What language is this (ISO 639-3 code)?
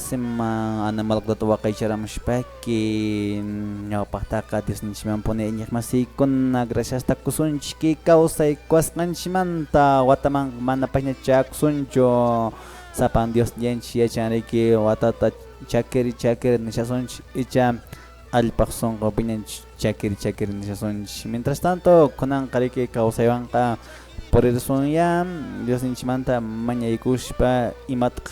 que